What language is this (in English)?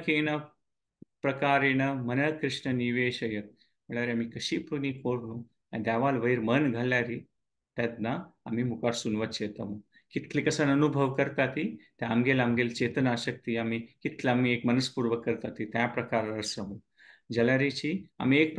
Konkani